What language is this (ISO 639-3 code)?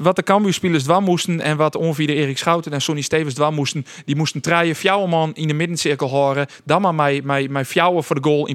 fry